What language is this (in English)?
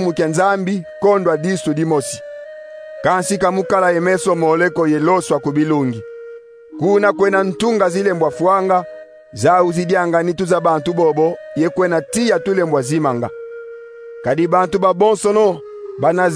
Kongo